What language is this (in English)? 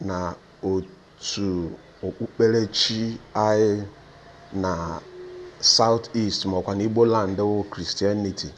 Igbo